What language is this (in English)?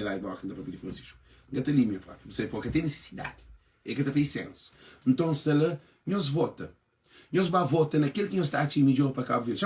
Kabuverdianu